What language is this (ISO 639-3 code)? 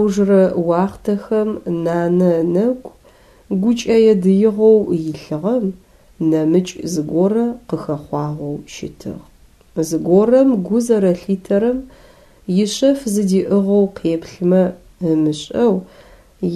ady